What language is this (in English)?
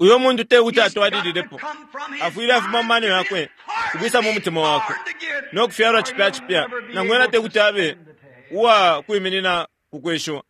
Bemba